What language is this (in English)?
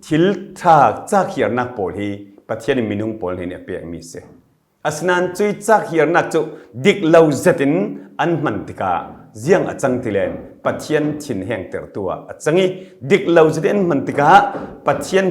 Falam Chin